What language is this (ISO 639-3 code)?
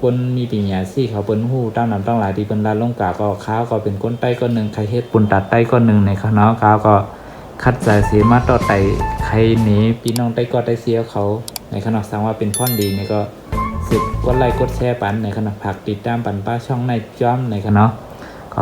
shn